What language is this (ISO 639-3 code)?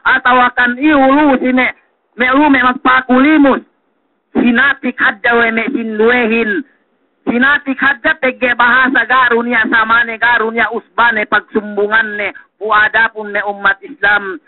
yka